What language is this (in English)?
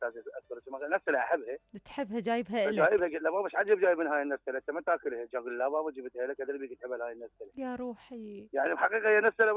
Mesopotamian Arabic